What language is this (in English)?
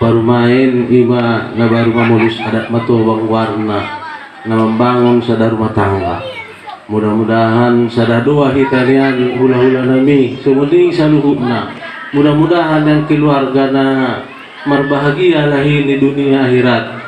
Batak Toba